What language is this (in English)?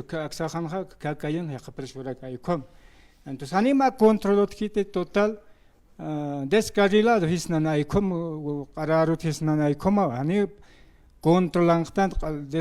Aymara